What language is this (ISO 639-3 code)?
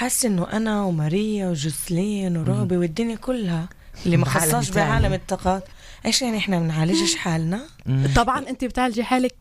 apc